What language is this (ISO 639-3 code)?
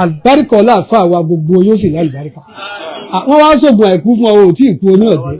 yor